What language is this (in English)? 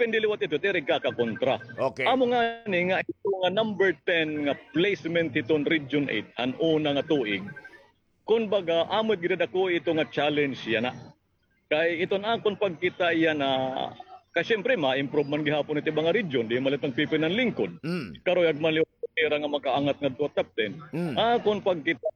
Waray